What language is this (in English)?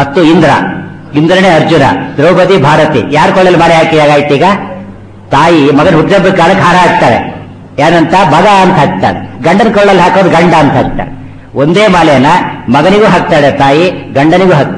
Kannada